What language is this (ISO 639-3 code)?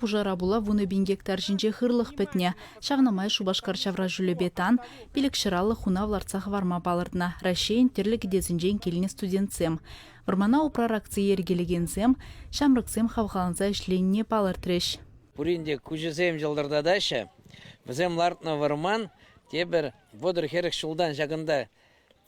chv